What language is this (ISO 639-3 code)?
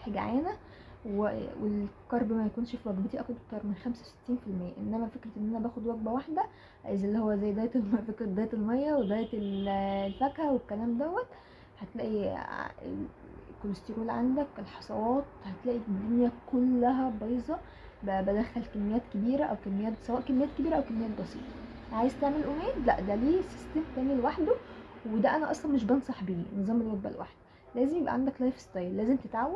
arz